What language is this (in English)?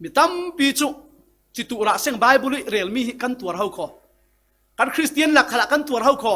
Falam Chin